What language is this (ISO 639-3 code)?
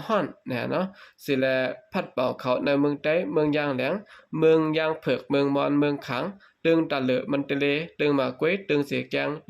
shn